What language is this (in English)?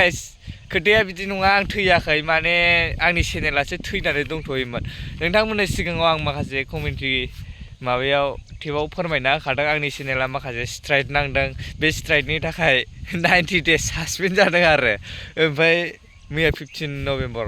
Bodo